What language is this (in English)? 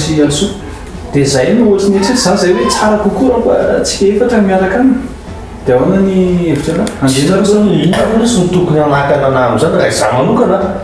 Malagasy